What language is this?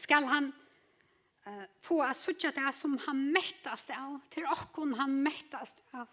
Faroese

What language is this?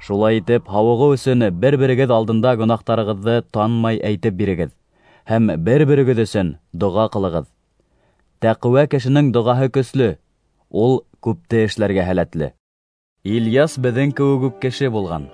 Bashkir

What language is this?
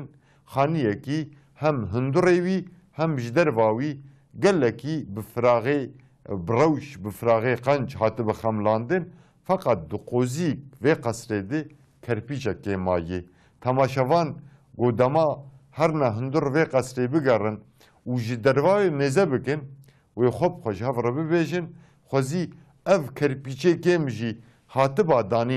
Kurdish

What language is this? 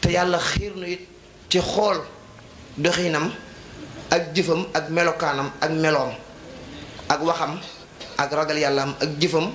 Wolof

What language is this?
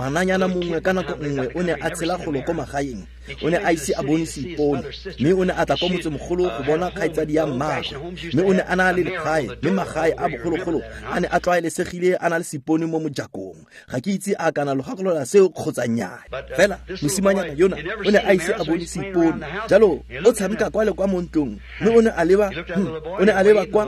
Tswana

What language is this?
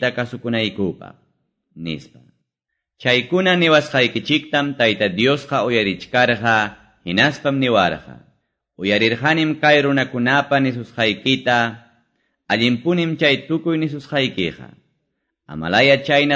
Quechua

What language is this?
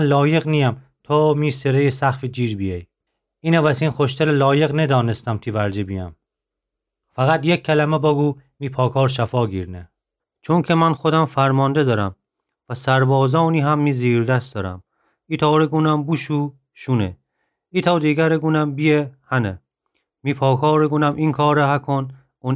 Gilaki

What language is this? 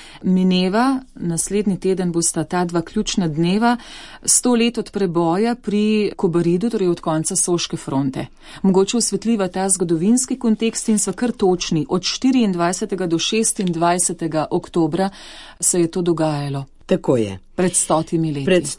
Slovenian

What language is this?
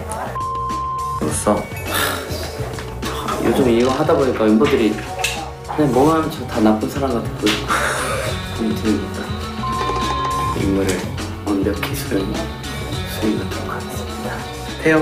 Korean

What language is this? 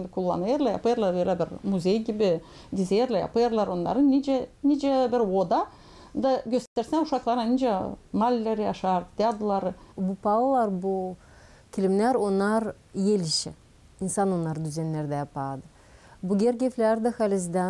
Gagauz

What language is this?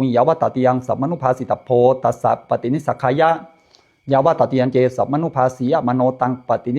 Pali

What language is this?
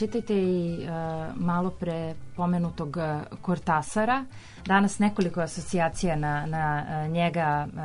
Serbian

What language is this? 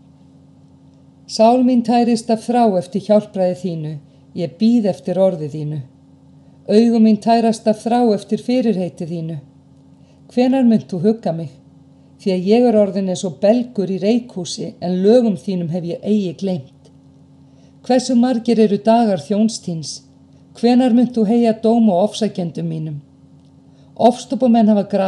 Icelandic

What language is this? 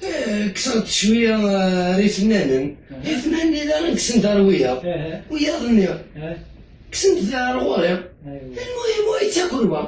Kabyle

